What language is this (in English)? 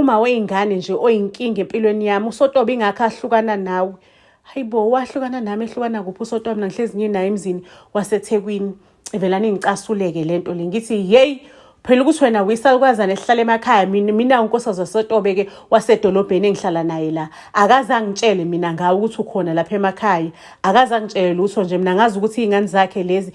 Zulu